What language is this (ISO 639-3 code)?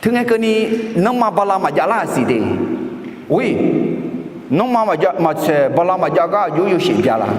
ahk